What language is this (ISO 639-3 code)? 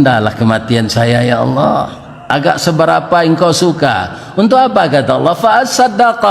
min